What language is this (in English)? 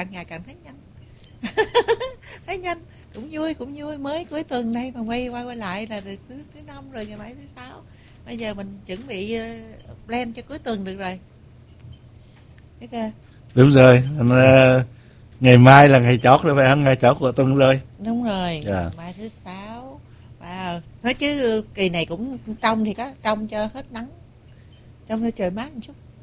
Vietnamese